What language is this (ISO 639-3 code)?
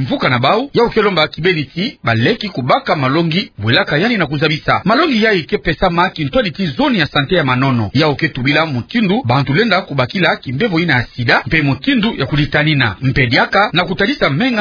ktu